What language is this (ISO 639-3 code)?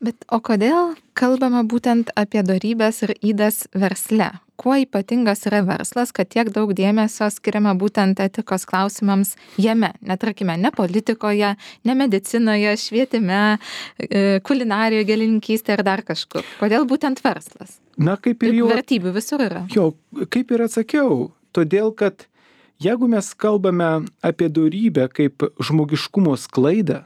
lit